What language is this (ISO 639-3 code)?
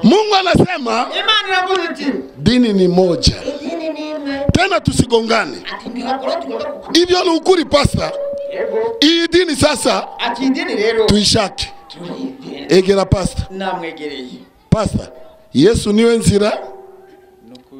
kin